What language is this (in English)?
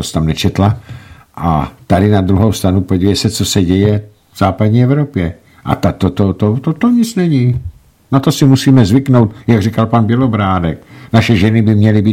Czech